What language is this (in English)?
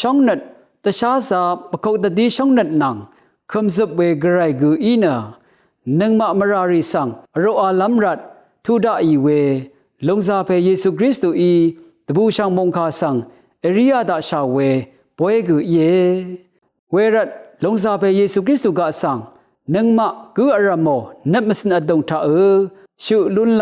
Rawang